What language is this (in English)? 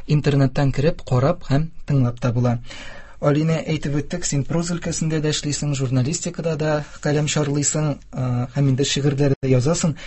Tatar